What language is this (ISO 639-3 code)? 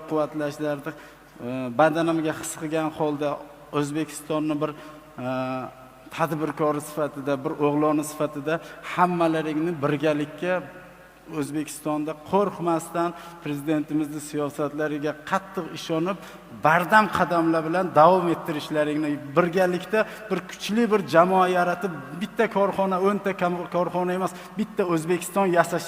uzb